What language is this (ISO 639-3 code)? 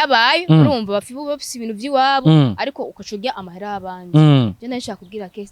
run